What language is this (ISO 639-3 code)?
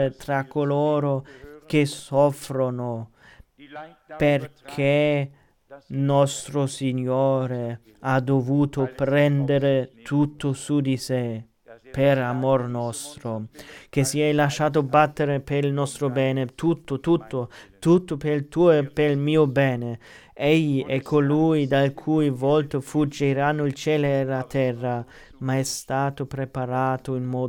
ita